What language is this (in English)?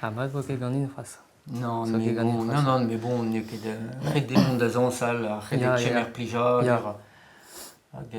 Breton